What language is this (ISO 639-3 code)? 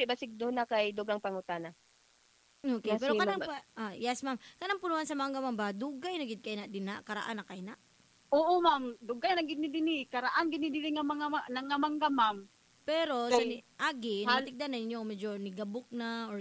ceb